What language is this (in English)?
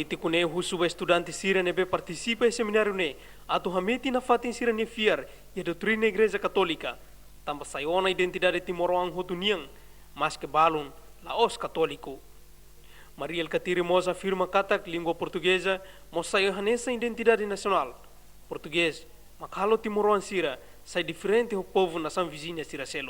Tetum